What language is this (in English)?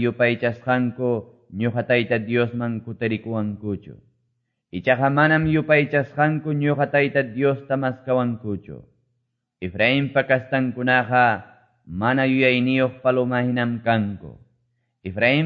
Quechua